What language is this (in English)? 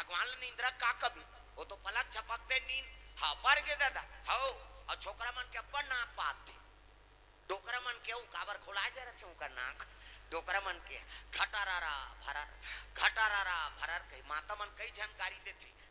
Chhattisgarhi